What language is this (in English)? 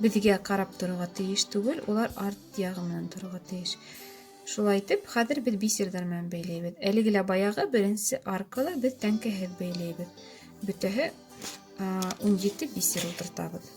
Bashkir